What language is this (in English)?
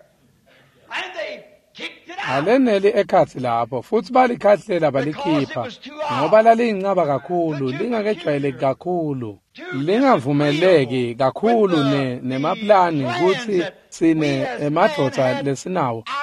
Swati